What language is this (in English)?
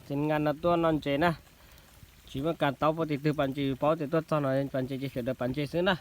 Hmong